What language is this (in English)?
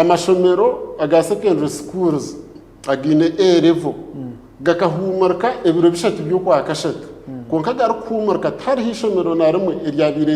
Nyankole